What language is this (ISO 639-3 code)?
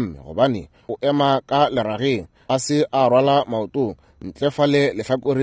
nso